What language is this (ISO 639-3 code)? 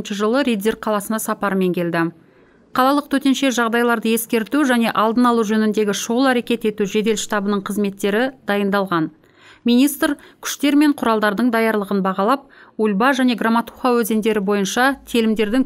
kaz